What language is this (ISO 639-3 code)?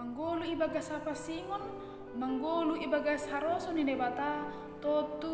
bts